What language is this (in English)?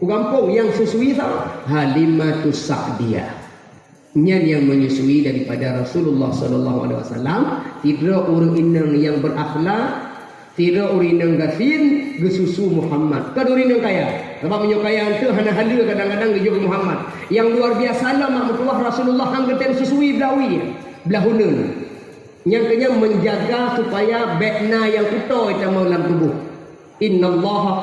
Achinese